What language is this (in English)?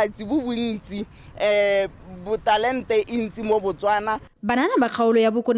Tswana